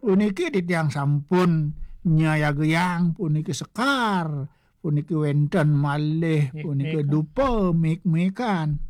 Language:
Balinese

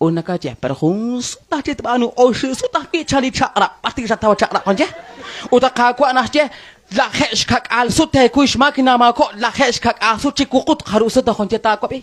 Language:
Kekchí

